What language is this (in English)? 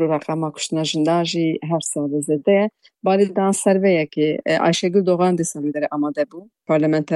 Kurdish